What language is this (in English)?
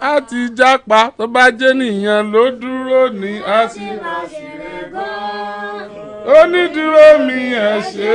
Yoruba